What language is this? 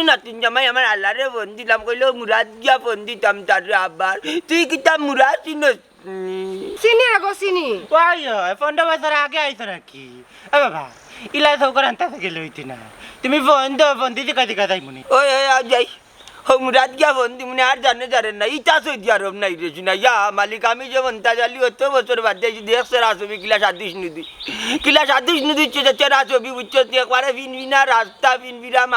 Sylheti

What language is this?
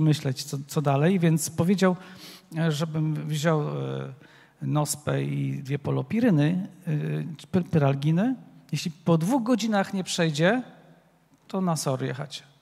Polish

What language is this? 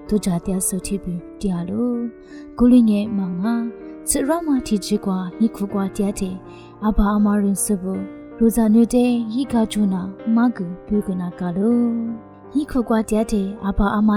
Lisu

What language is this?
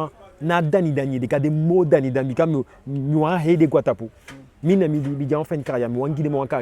Eastern Maroon Creole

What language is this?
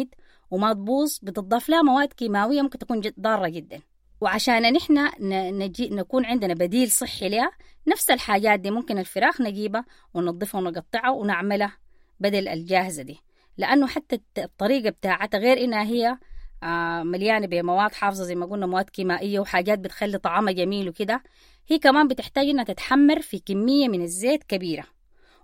Sudanese Arabic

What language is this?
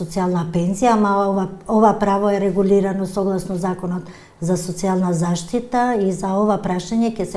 Macedonian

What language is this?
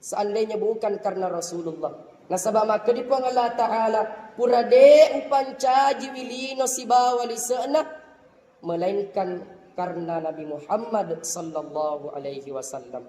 Buginese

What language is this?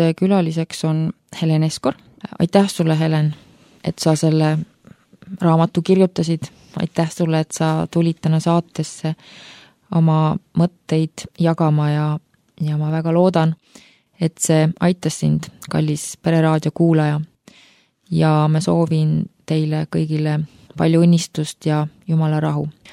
Estonian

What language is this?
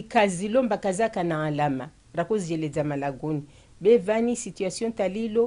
Ngazidja Comorian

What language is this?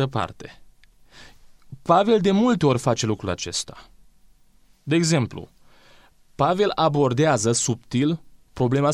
Romanian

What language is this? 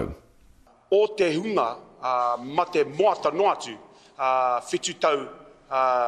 Māori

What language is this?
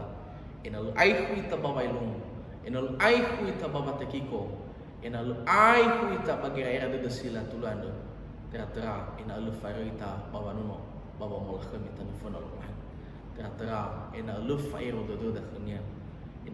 Nias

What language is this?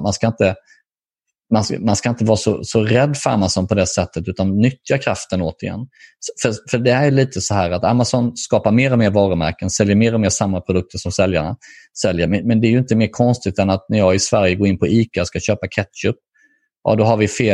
Swedish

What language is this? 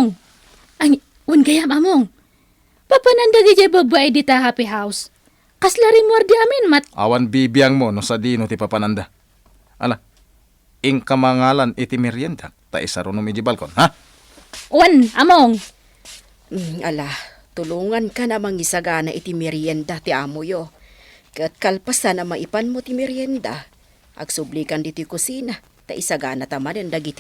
Iloko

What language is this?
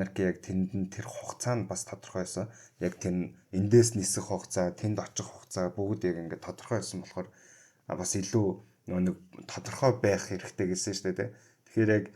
Mongolian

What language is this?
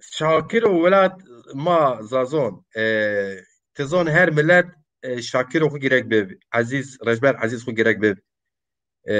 Zaza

